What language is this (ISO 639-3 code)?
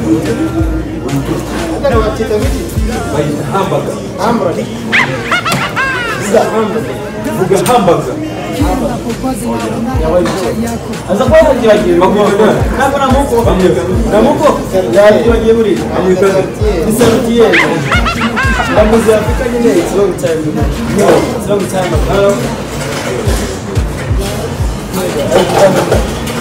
kin